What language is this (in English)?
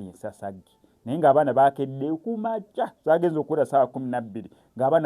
Ganda